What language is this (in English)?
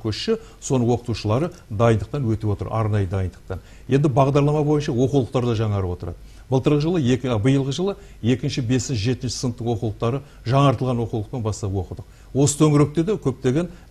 Kazakh